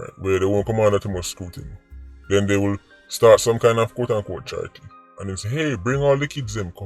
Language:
Jamaican Creole English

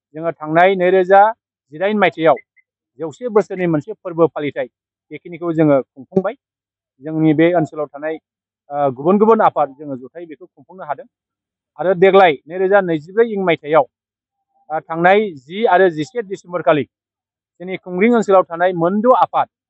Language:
Bodo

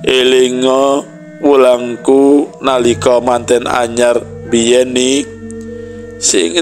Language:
Javanese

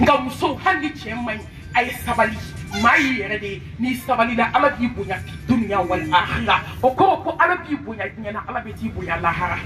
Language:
Bambara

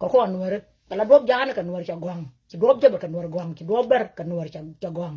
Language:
Nuer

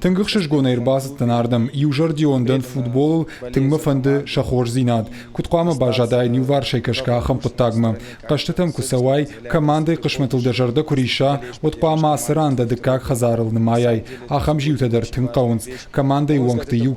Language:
Ossetic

